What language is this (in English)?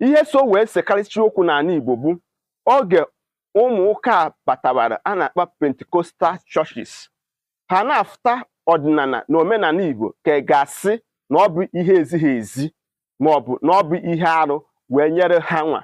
Igbo